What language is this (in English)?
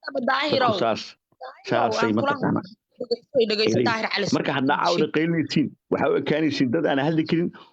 Somali